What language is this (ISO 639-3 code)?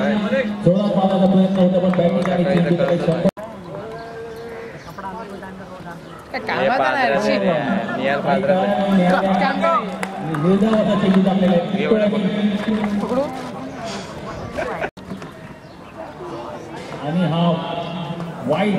mar